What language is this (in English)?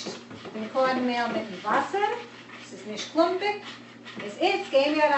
Yiddish